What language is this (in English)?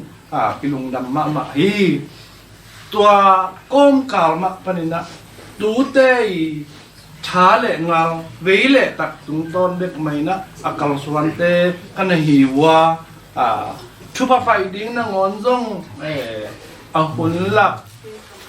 Tedim Chin